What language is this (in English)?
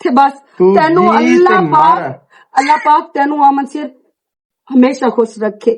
Western Panjabi